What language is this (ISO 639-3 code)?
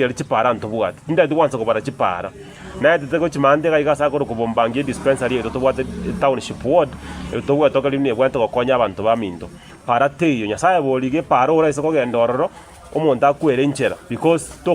guz